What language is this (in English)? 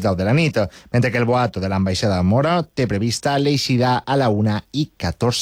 Catalan